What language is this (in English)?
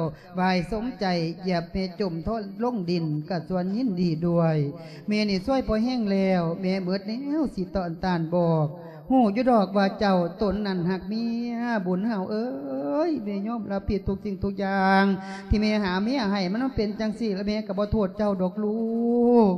Lao